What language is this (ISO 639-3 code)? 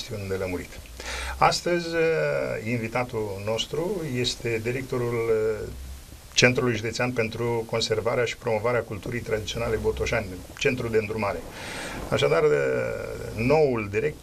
ron